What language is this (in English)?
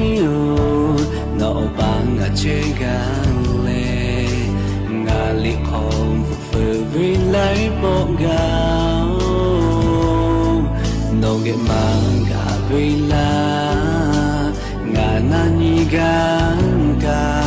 Lahu